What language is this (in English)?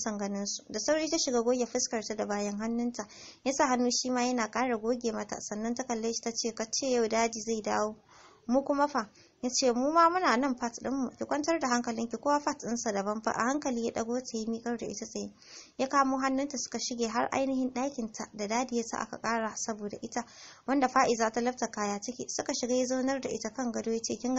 Hausa